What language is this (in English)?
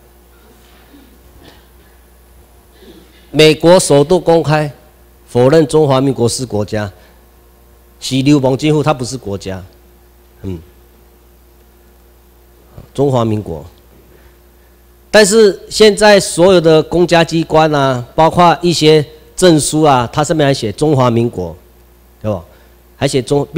Chinese